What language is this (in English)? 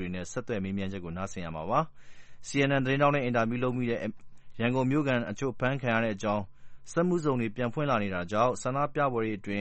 Burmese